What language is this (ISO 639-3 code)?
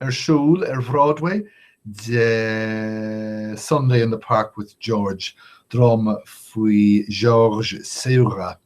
gle